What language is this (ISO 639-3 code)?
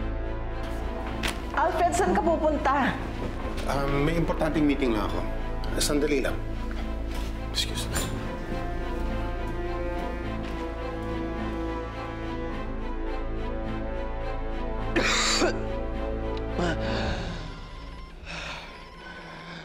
fil